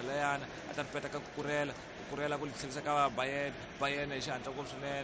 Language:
Tsonga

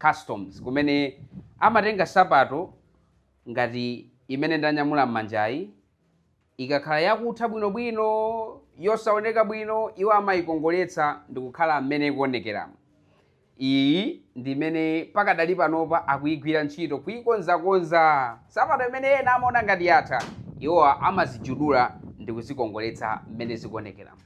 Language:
Nyanja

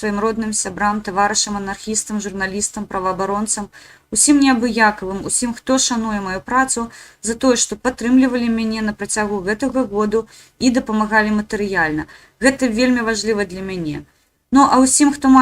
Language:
Belarusian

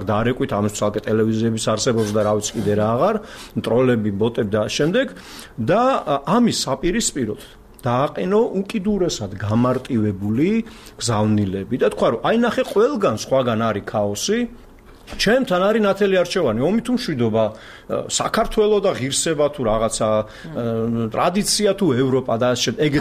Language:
Georgian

